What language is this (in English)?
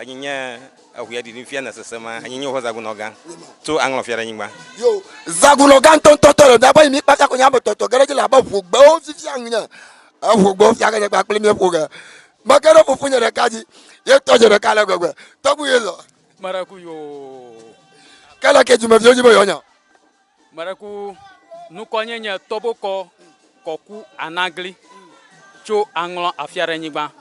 Ewe